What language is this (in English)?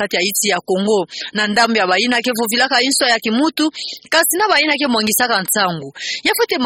Kituba (Democratic Republic of Congo)